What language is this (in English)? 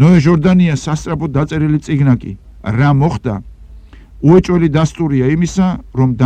Georgian